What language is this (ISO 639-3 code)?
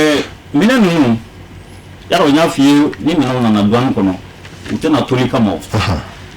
bam